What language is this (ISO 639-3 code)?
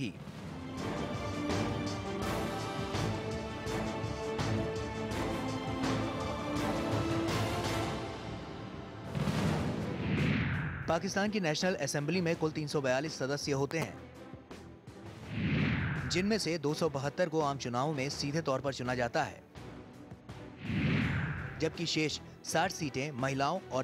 hin